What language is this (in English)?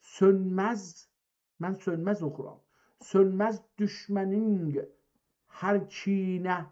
South Azerbaijani